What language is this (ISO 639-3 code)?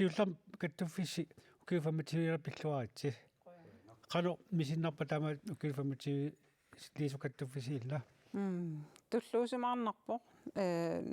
kal